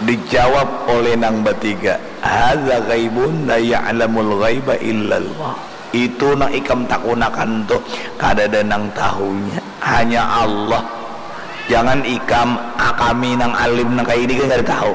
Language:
Banjar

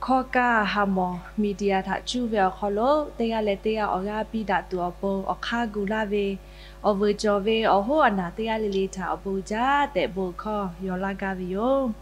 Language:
Lahu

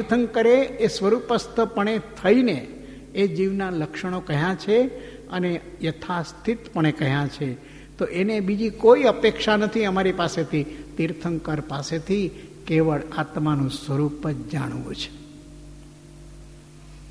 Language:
Gujarati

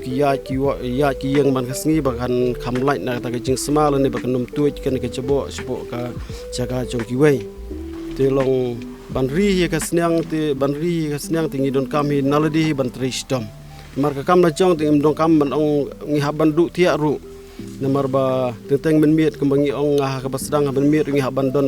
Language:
Khasi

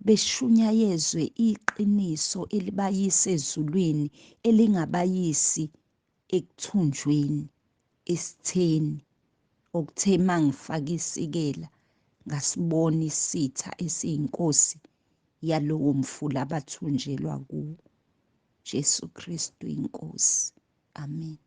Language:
Zulu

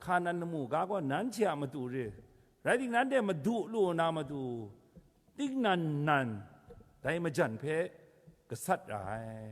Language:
Kachin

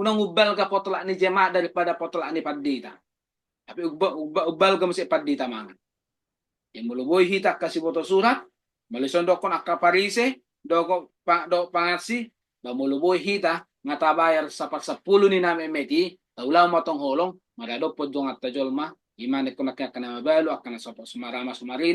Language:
Batak Toba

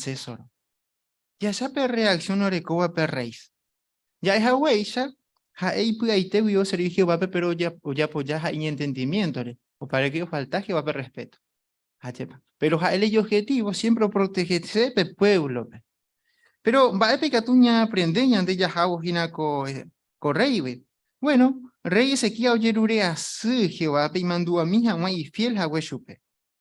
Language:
Guarani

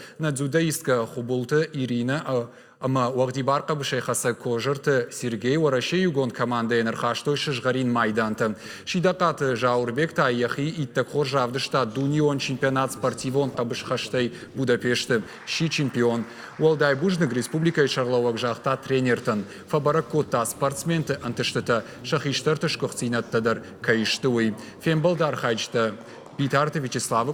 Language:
Ossetic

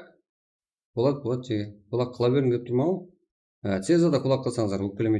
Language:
Kara-Kalpak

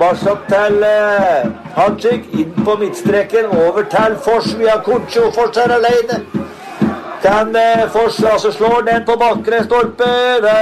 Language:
Norwegian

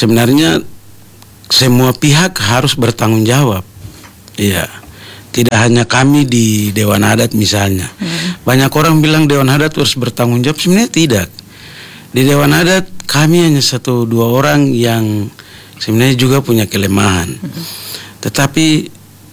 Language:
Indonesian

